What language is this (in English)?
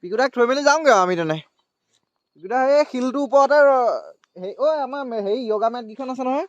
Assamese